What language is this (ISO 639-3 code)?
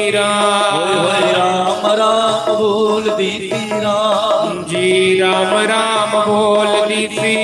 doi